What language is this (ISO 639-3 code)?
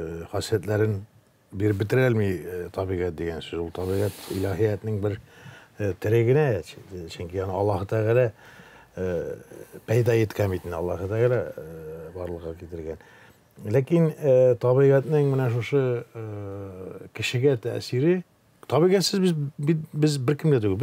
tat